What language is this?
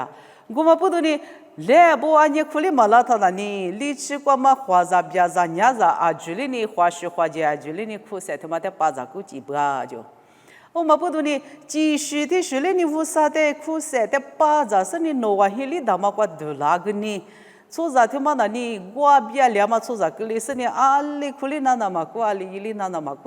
Lisu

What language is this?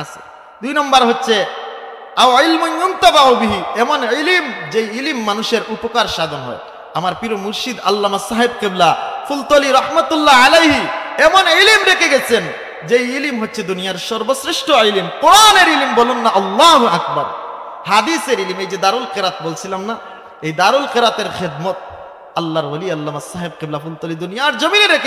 Sylheti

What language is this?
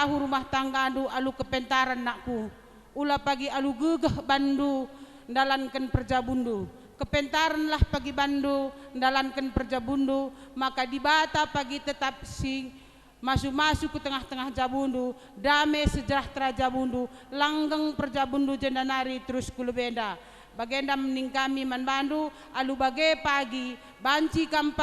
Batak Karo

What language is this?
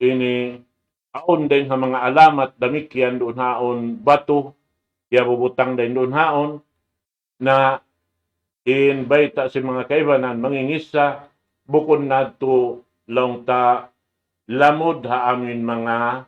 Tausug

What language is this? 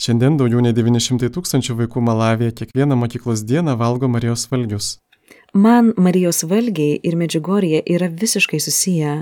Lithuanian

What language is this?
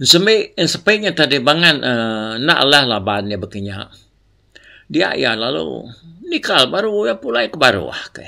Iban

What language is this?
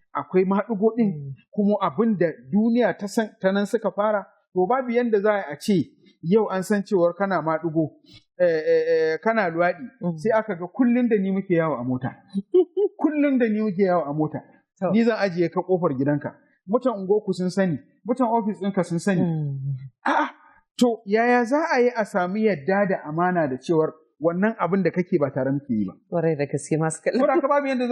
Hausa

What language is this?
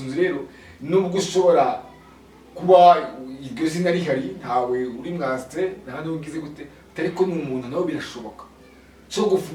Kinyarwanda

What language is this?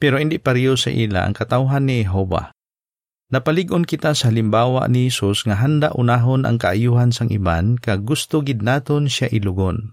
Hiligaynon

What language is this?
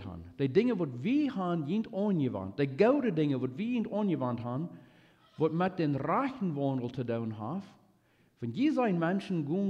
Plautdietsch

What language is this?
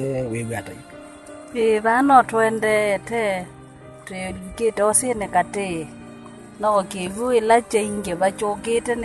Kamba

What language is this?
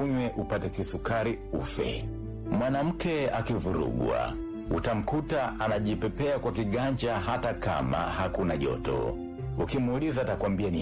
Swahili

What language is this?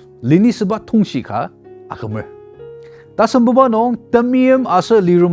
Ao Naga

